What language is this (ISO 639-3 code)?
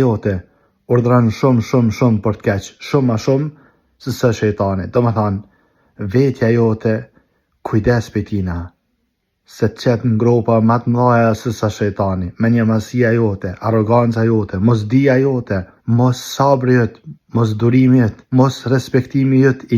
sqi